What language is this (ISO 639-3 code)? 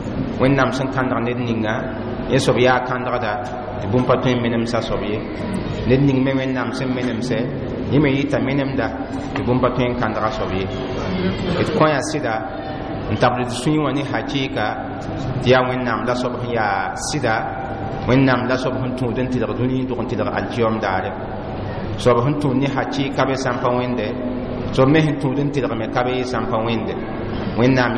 mos